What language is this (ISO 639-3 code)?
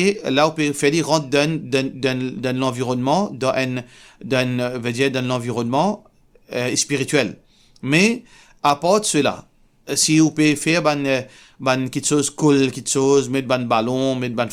mfe